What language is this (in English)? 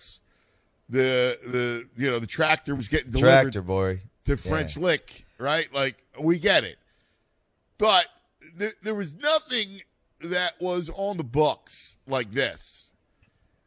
English